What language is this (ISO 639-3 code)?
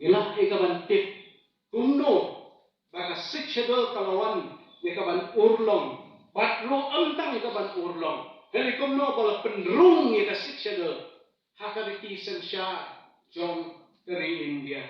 kha